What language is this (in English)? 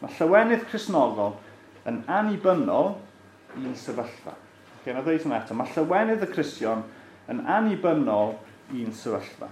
Welsh